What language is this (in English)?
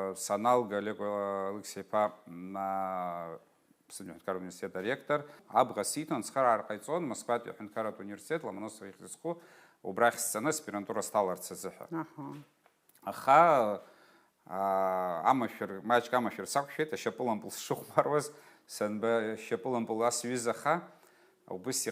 Abkhazian